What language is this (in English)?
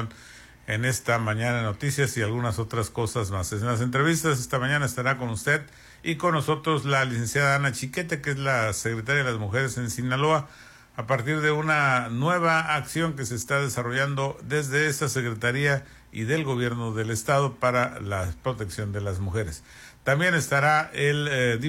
Spanish